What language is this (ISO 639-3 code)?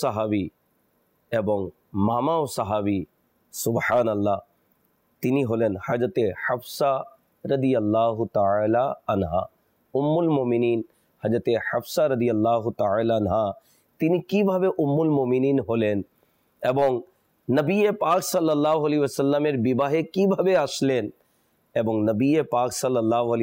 ben